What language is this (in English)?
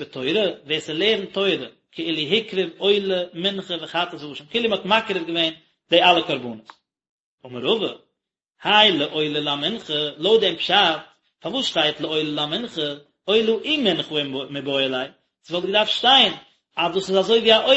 Yiddish